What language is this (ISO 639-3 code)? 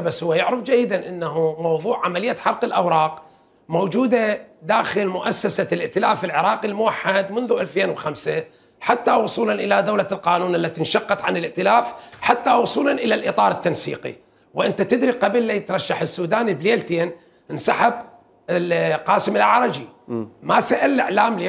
acm